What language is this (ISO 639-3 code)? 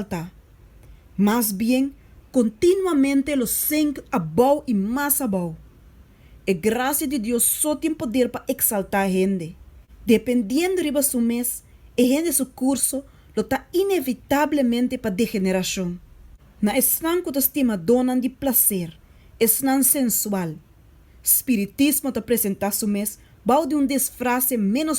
pap